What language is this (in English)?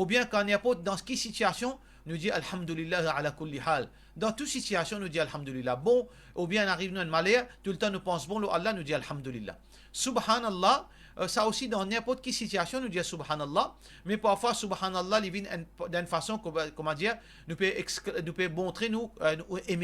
Morisyen